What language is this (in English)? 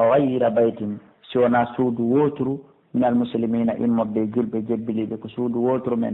Pular